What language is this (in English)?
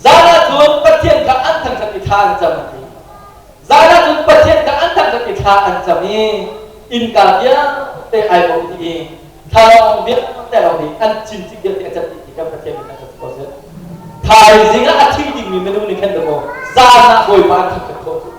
Hakha Chin